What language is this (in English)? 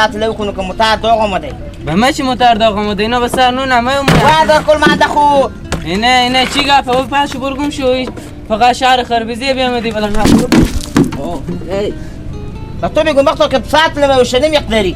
Persian